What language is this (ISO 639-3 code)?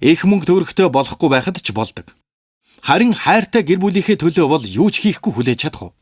mon